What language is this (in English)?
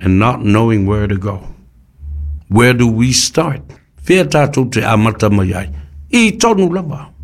Samoan